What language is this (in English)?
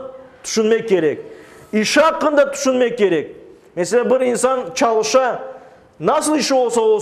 Crimean Tatar